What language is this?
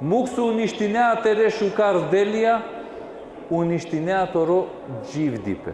Balkan Romani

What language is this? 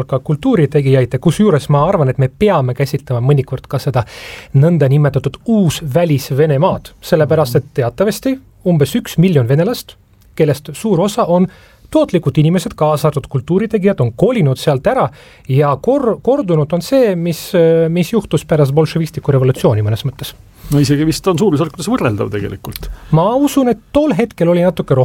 Estonian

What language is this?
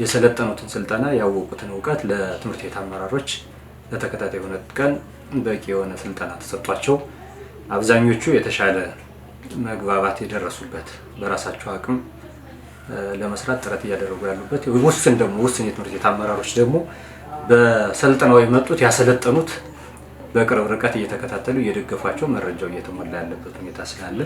Amharic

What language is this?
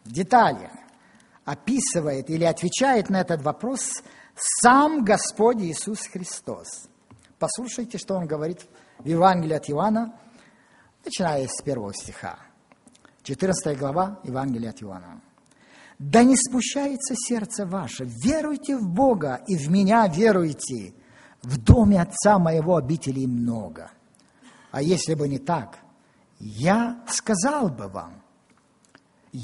Russian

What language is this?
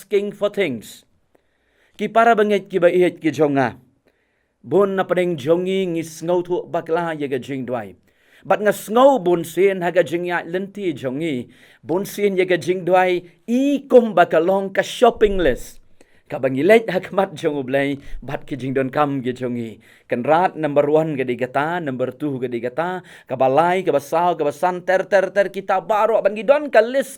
Khasi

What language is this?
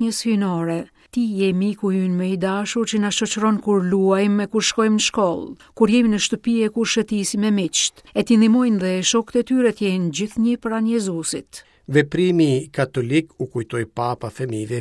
Albanian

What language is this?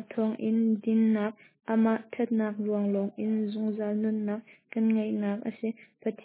Hakha Chin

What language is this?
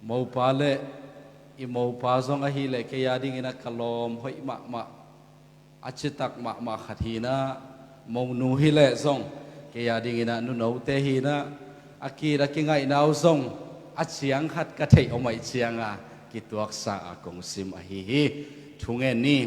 Tedim Chin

